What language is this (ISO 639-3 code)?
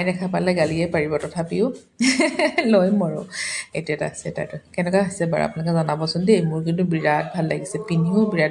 asm